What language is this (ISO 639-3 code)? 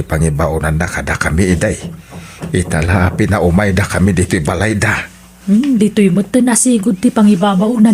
ilo